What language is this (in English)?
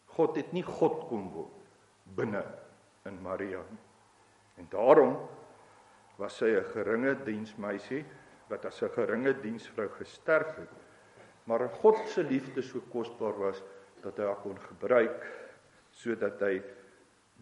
Afrikaans